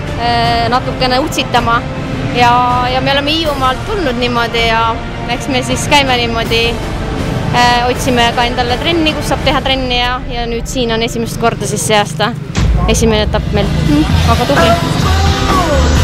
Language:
Estonian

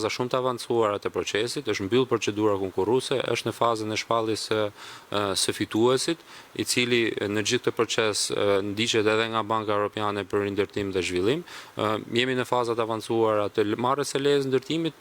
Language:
Albanian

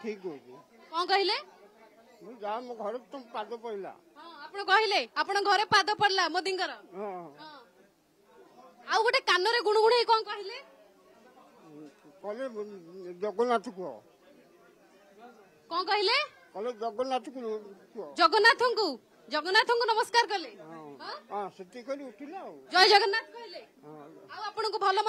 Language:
Odia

